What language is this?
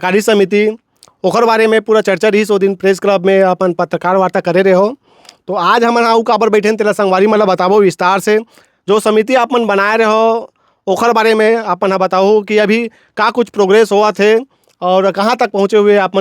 Chhattisgarhi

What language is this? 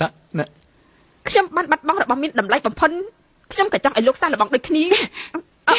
Khmer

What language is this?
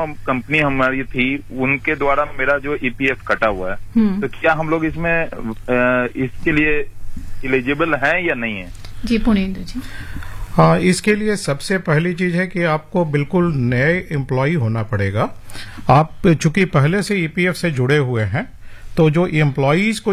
Hindi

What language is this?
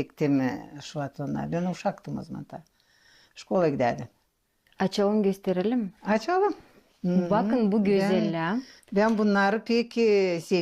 Gagauz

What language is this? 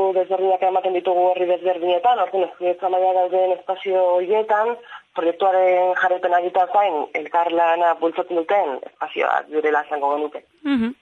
Basque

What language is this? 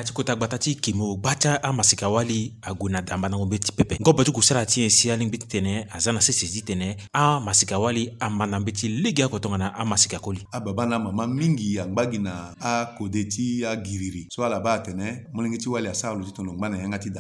Sango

